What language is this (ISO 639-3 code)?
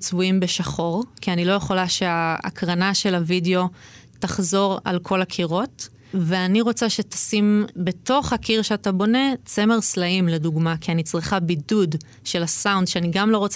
heb